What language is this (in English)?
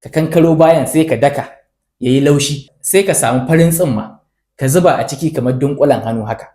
Hausa